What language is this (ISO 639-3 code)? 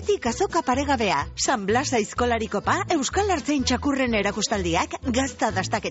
eus